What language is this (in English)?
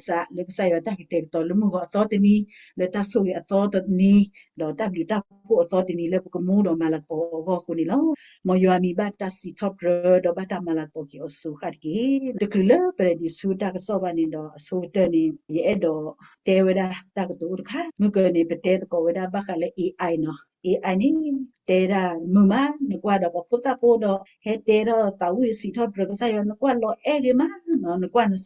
S'gaw Karen